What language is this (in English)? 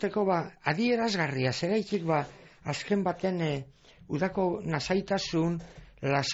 Basque